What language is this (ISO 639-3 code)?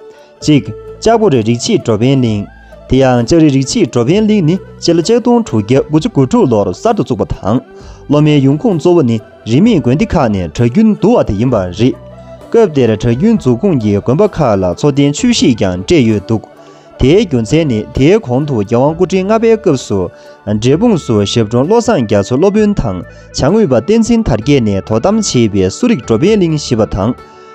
bod